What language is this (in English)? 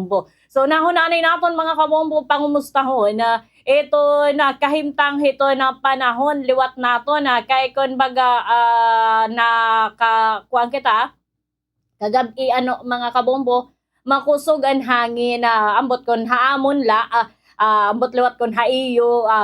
Waray